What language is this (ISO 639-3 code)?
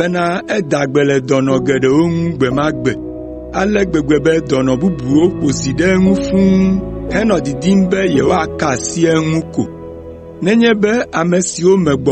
ewe